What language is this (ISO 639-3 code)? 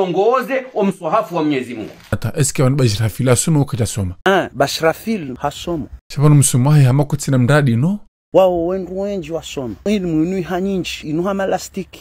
zdj